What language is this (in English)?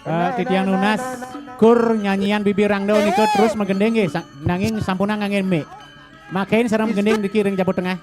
Balinese